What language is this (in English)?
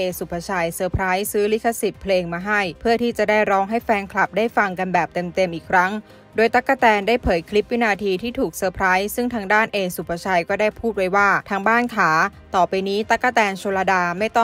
Thai